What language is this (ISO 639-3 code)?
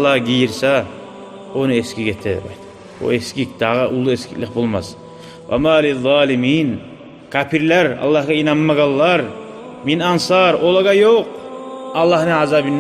kum